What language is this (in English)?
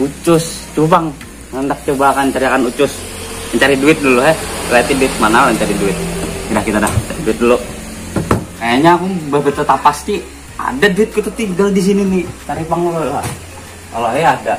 Banjar